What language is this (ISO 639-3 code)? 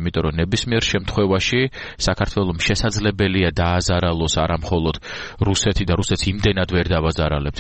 kat